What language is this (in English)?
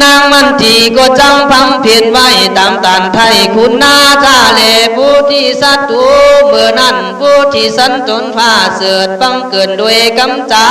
Khün